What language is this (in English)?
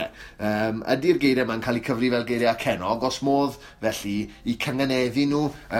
Welsh